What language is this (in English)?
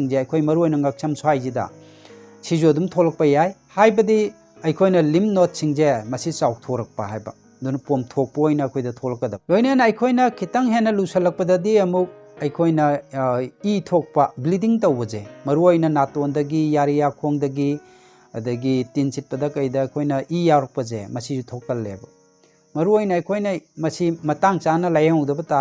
Manipuri